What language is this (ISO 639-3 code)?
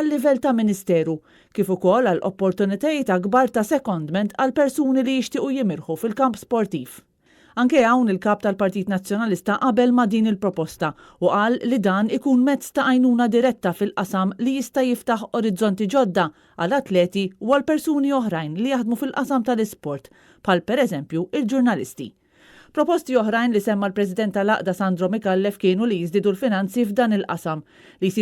mlt